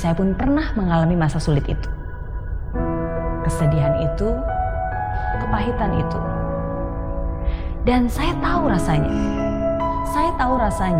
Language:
Indonesian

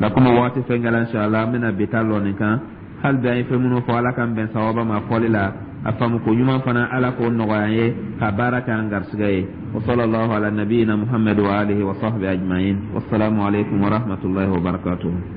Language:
Dyula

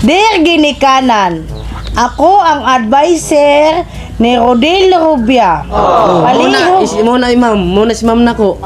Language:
Cebuano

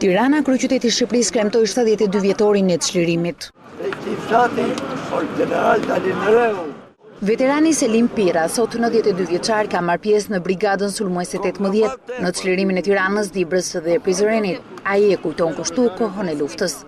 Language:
Albanian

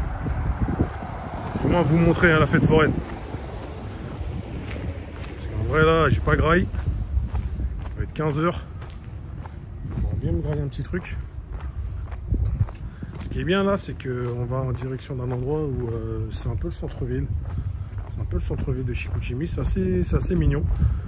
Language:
French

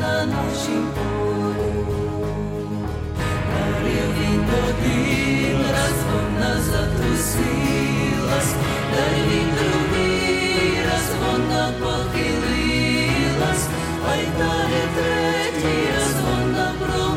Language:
Ukrainian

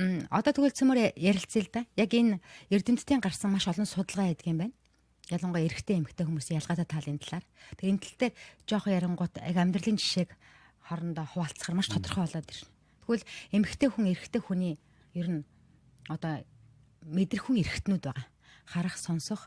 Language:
Mongolian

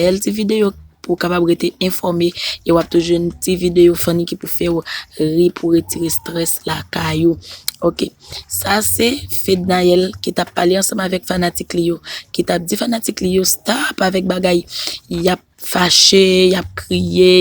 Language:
Haitian Creole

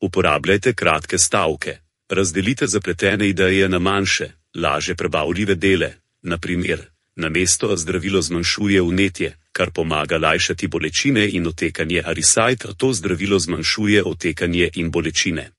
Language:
Slovenian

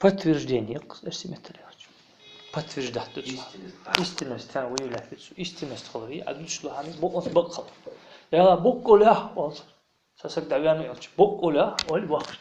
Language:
Ingush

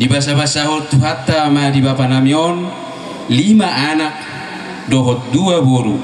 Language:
Batak Toba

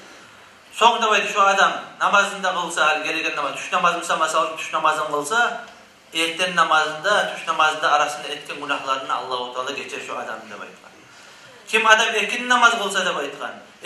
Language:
Kumyk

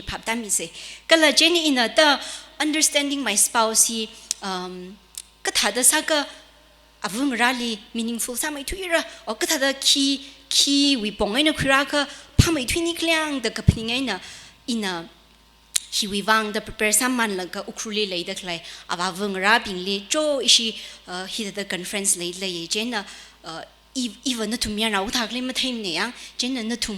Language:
Tangkhul Naga (India)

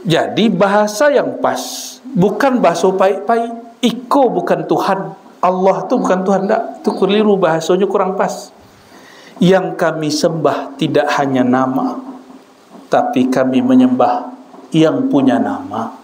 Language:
Minangkabau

